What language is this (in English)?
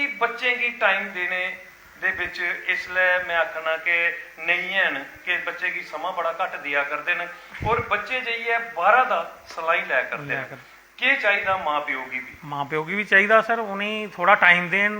Dogri